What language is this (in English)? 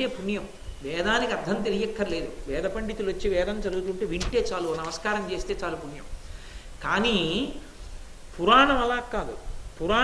Telugu